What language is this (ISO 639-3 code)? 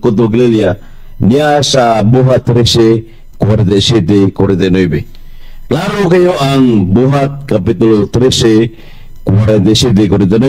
ceb